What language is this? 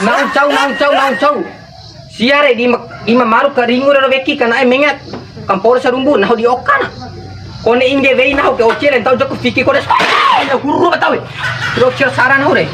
Bima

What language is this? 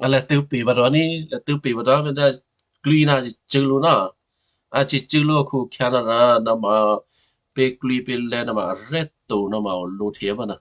Western Kayah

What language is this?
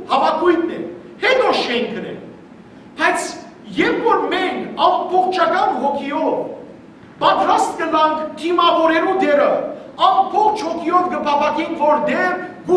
Western Armenian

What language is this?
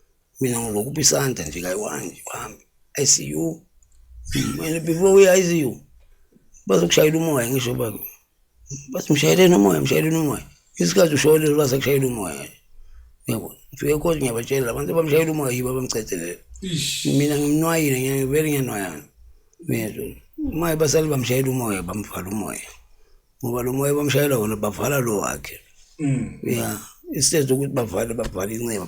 Zulu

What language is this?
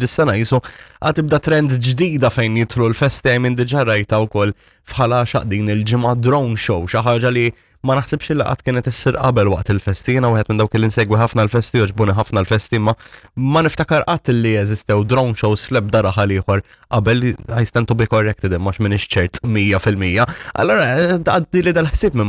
Maltese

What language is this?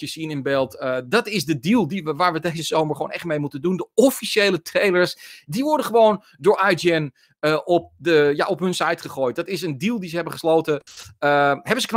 Dutch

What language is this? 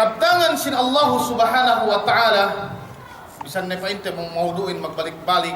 Yakan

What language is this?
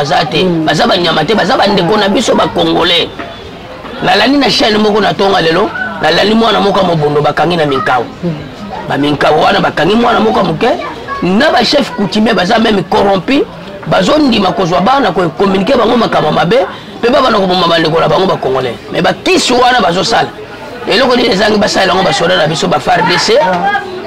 Lingala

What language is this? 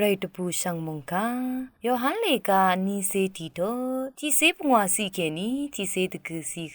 Rawang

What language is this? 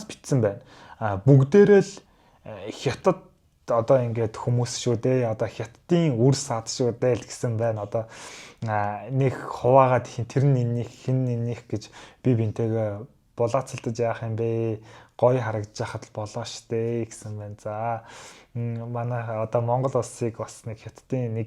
Mongolian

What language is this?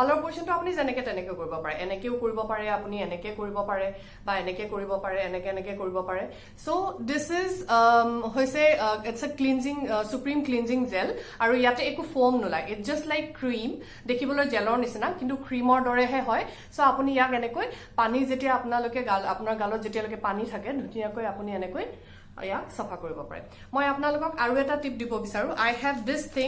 Assamese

